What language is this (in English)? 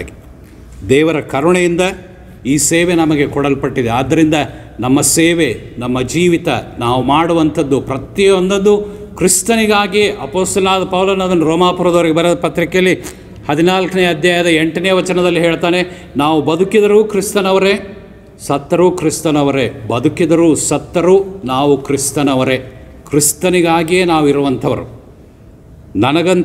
Kannada